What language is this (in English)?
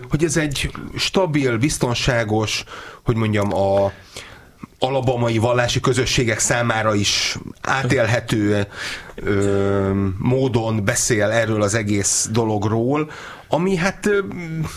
Hungarian